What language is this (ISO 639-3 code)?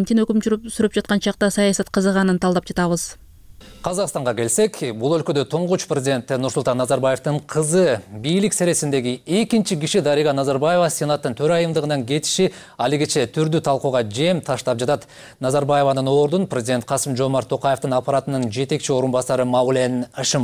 kir